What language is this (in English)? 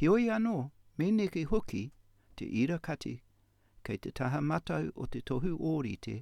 Māori